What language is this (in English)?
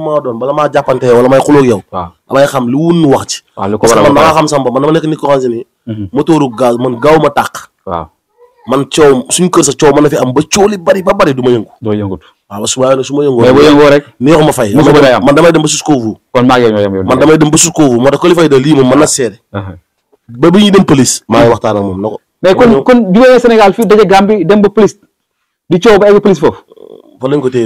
Wolof